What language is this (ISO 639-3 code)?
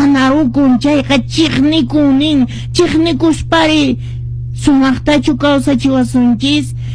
que